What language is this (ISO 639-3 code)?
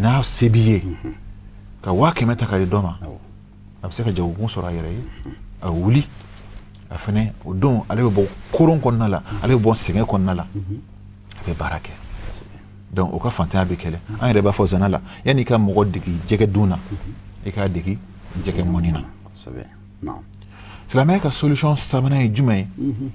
bam